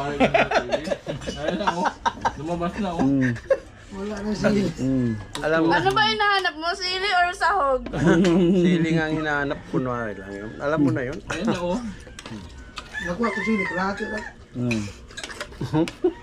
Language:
Filipino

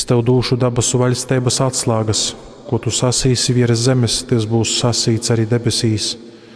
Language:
Latgalian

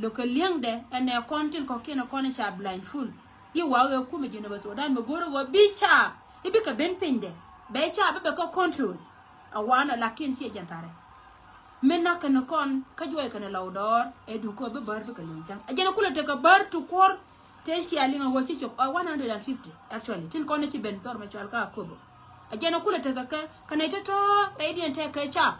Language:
Nuer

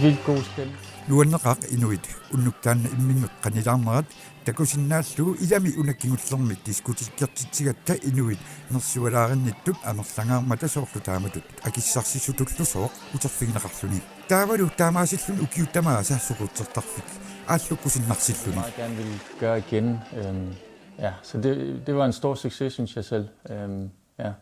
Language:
Kalaallisut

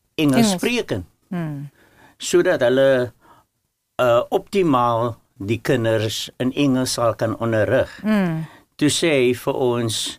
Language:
Afrikaans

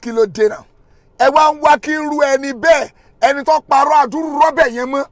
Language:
Yoruba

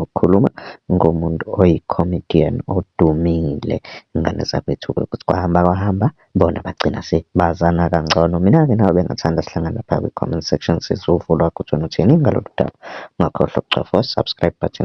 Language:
Zulu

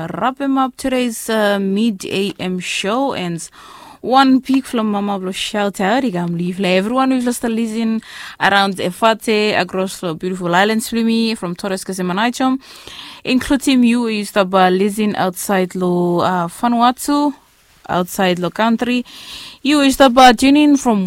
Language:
Bislama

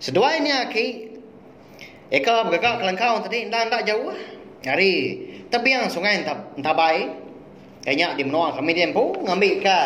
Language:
Iban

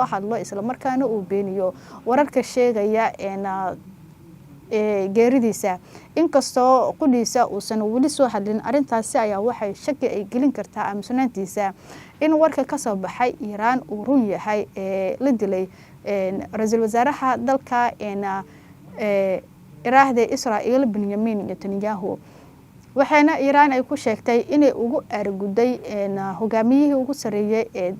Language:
Somali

